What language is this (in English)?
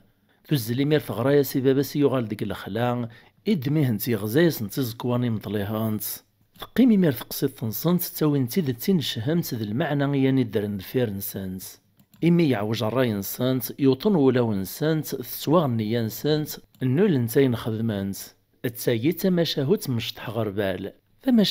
Kabyle